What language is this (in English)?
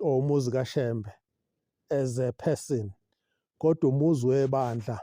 Zulu